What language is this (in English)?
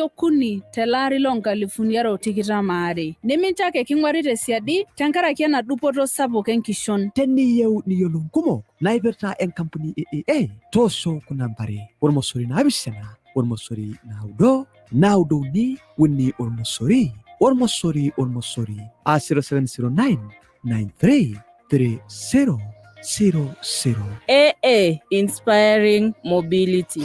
Masai